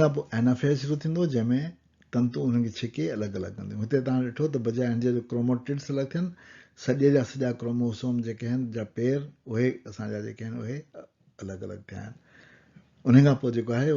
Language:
Sindhi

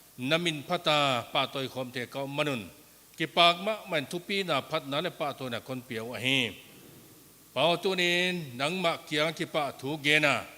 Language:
Paite Chin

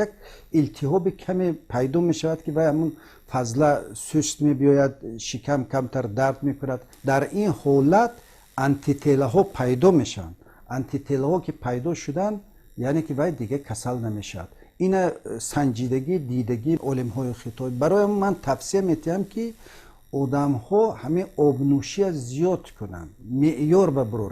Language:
Tajik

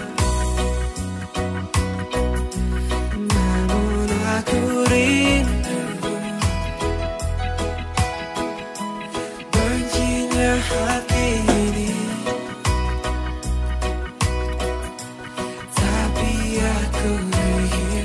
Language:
Indonesian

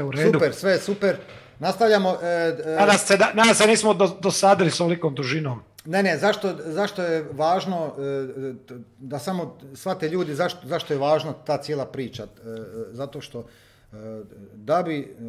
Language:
Croatian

